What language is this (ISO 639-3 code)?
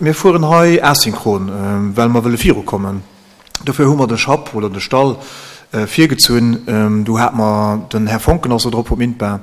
ltz